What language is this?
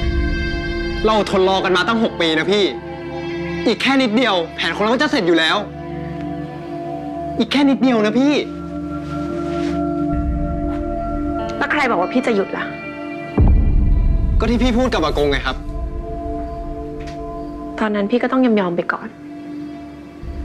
Thai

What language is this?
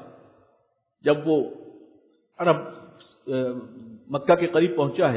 Urdu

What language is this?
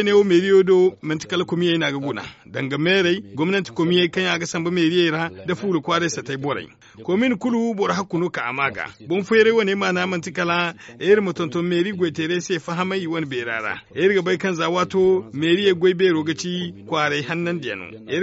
Zarma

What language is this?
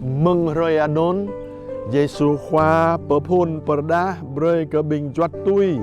Jarai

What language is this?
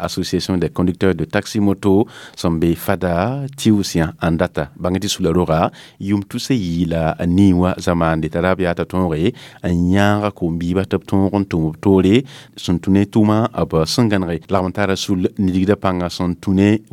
Mossi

